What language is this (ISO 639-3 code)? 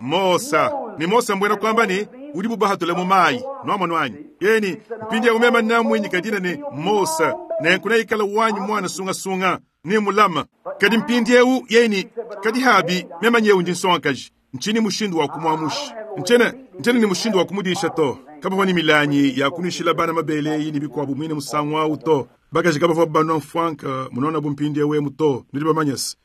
lua